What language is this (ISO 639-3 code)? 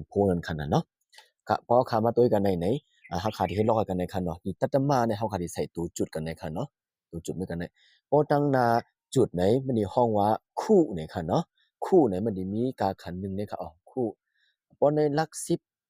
shn